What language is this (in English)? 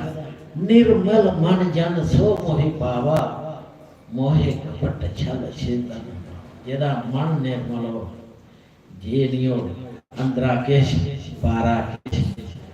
Dogri